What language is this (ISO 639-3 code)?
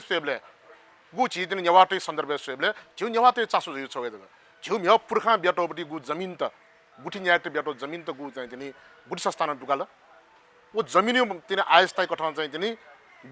new